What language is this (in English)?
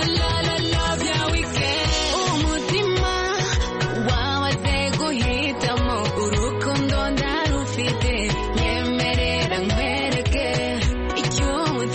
Kinyarwanda